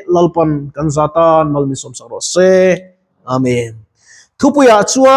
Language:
Mizo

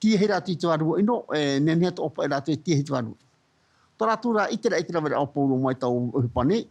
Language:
Tahitian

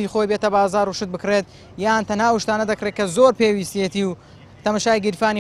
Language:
Central Kurdish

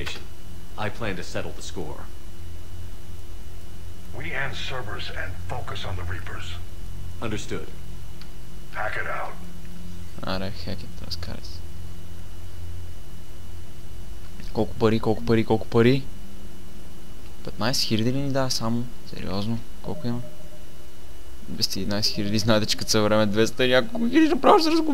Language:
Bulgarian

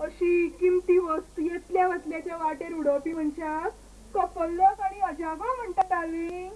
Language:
Konkani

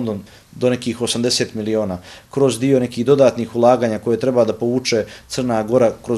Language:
Croatian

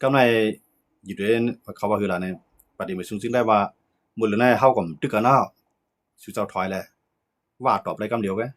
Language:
Shan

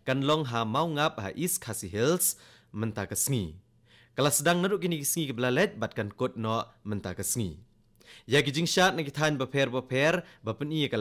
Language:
Khasi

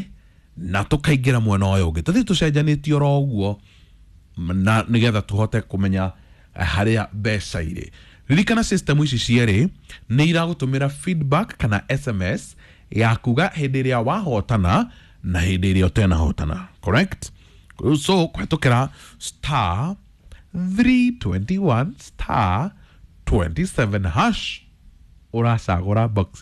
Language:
Kikuyu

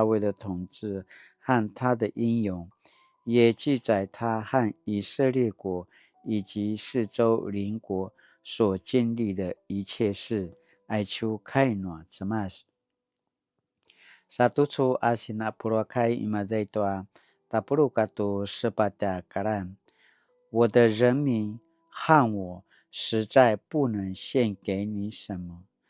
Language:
Paiwan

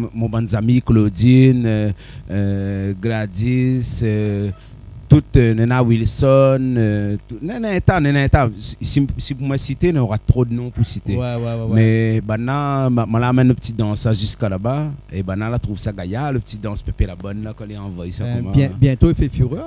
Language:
Réunion Creole French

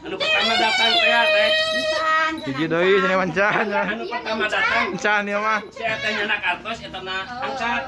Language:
Sundanese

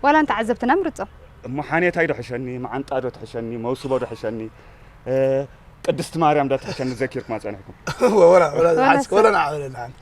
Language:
Tigrinya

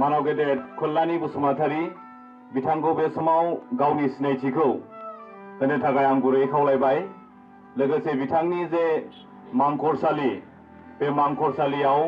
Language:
Bodo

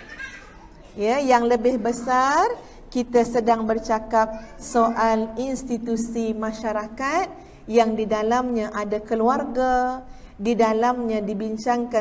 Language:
Malay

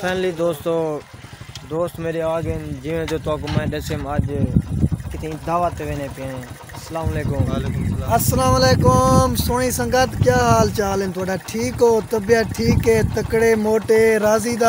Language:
Saraiki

